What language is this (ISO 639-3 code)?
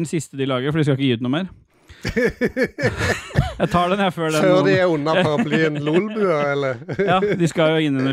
nor